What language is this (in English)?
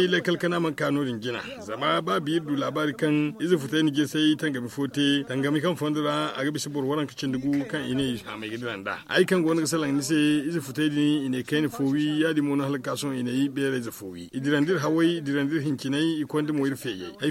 Zarma